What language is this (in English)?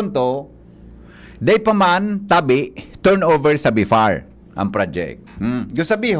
Bikol